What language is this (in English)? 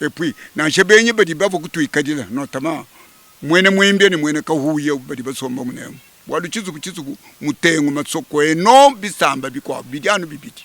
Luba-Lulua